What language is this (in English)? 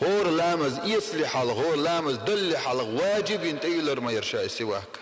Chechen